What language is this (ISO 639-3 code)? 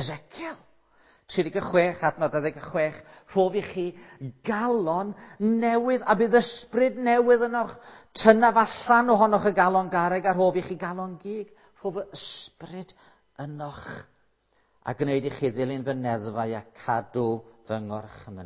cym